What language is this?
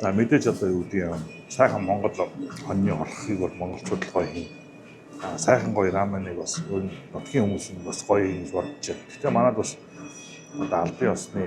Mongolian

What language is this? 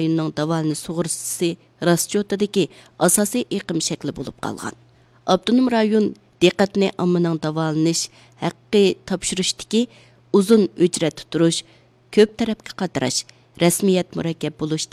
Uyghur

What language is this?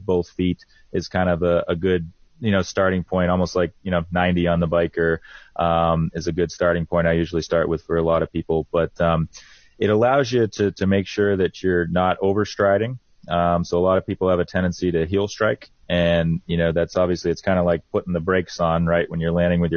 English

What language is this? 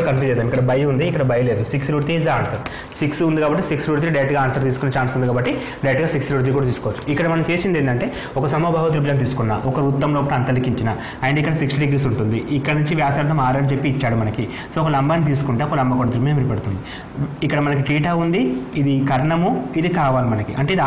Telugu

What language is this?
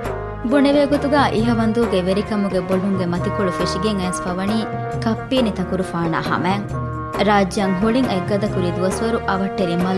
Divehi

